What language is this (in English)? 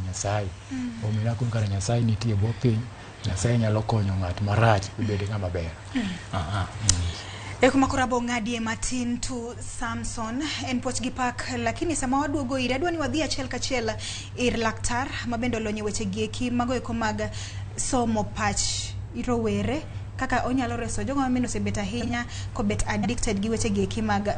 Luo (Kenya and Tanzania)